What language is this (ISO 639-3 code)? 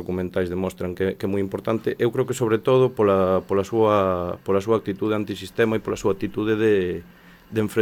glg